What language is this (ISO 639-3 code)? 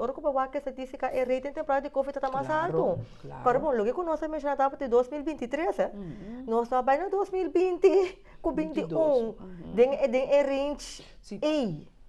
pap